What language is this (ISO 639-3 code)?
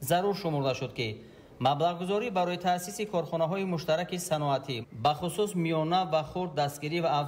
tgk